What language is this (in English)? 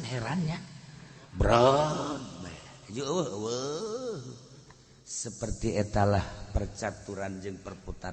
Sundanese